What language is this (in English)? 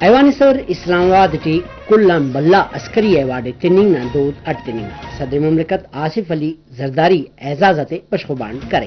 Brahui